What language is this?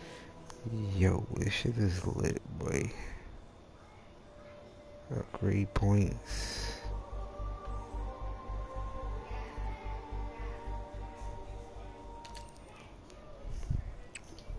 English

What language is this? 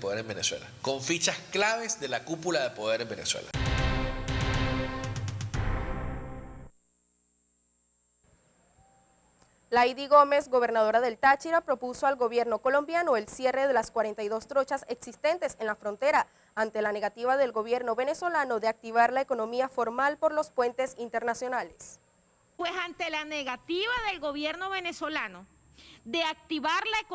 Spanish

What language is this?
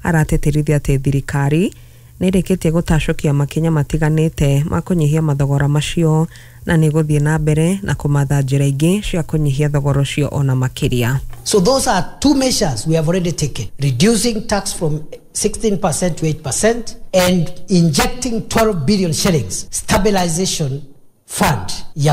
Kikuyu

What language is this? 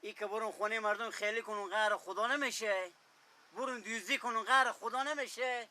Persian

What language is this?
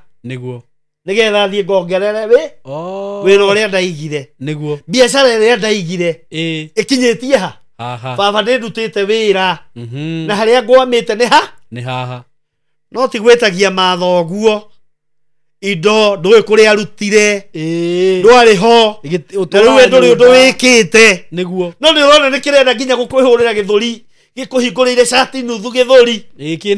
Kikuyu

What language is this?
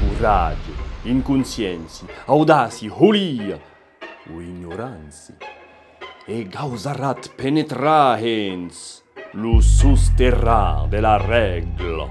Occitan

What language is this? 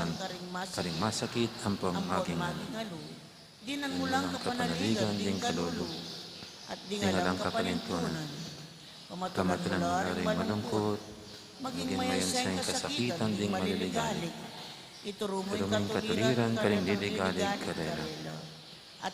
Pampanga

